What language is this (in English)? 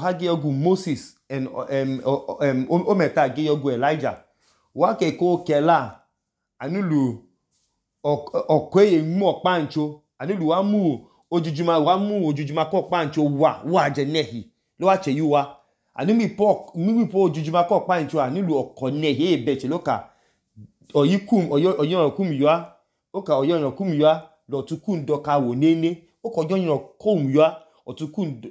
Idoma